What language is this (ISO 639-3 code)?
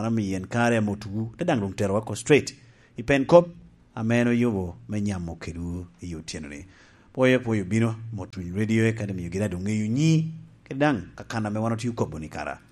laj